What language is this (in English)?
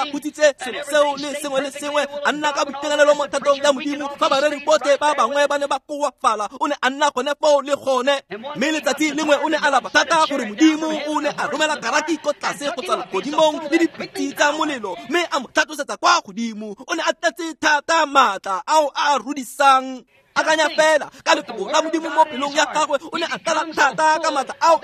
Tswana